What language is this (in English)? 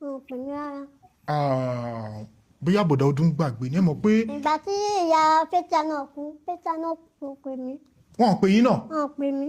Yoruba